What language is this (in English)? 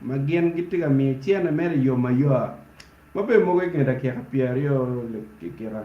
Acoli